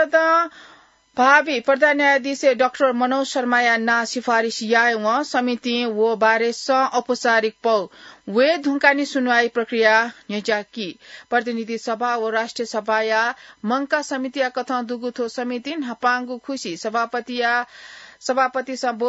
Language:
Newari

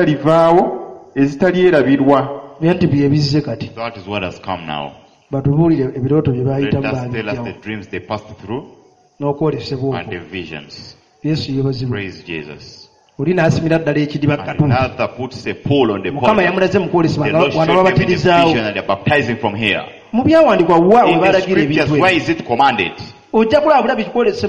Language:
Ganda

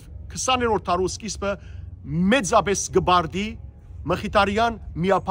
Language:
Western Armenian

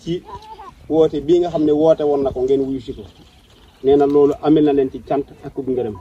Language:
Wolof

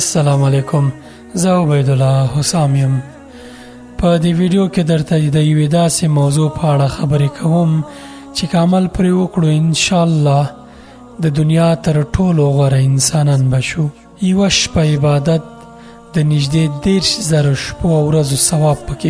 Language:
Pashto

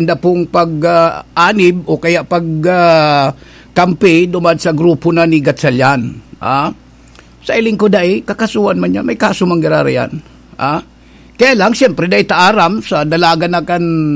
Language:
Bikol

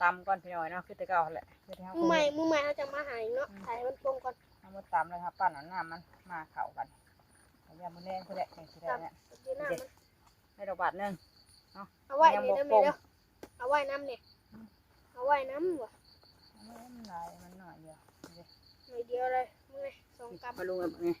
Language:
Northeastern Thai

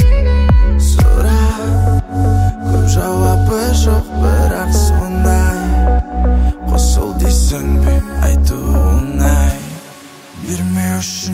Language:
Kazakh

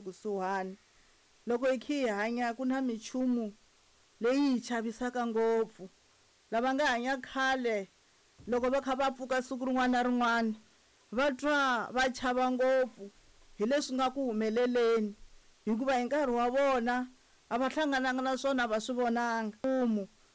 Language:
Tsonga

